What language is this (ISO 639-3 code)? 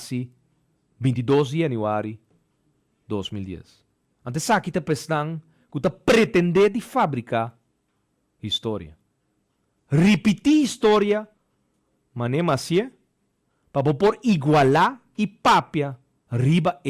pap